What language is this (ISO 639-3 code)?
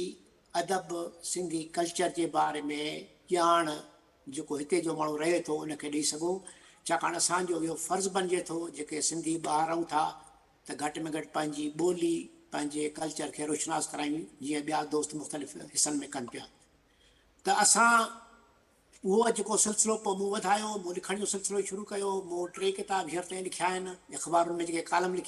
snd